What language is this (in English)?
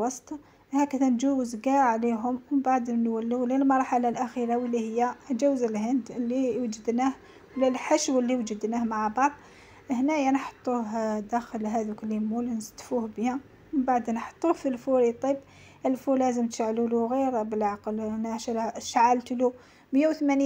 Algerian Arabic